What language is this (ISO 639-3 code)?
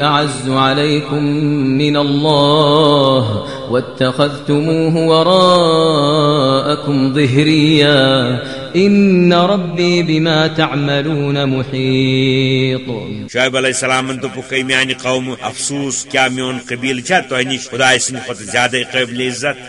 kas